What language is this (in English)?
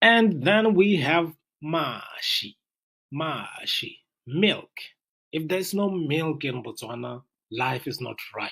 Tswana